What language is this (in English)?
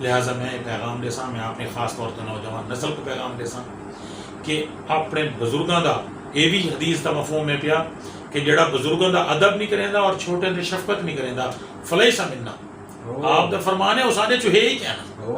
Saraiki